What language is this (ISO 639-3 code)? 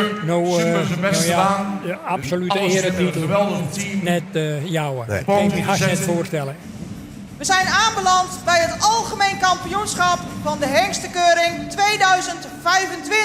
fry